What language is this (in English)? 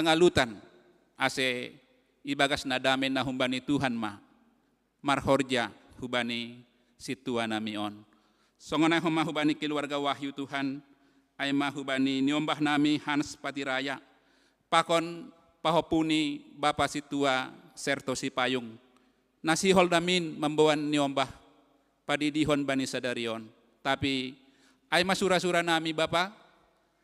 Batak Simalungun